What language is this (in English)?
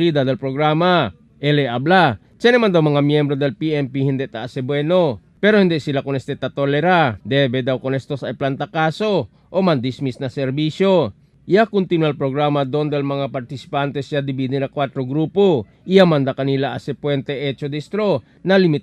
Chavacano